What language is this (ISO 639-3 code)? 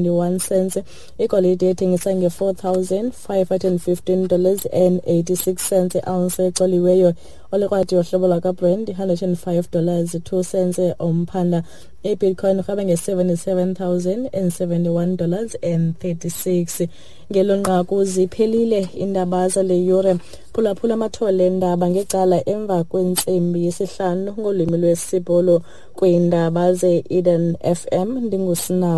xho